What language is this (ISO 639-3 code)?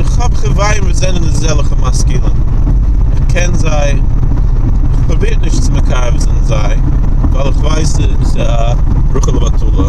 yid